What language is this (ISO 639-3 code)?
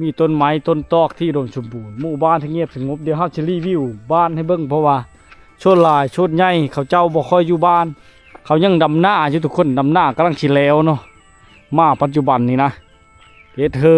lao